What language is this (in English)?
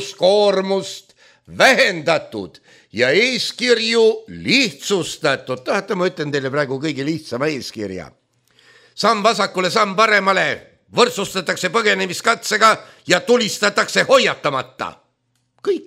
Estonian